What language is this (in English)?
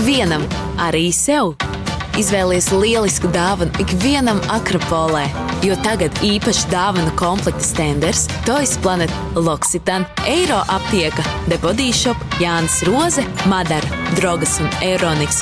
Latvian